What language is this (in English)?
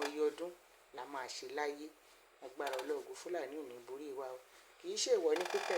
Yoruba